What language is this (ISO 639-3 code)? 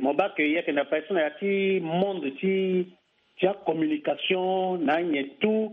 sag